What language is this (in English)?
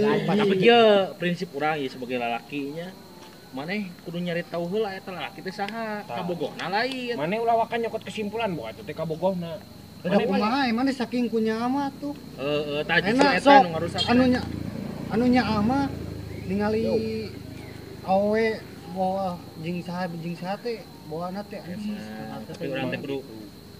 Sundanese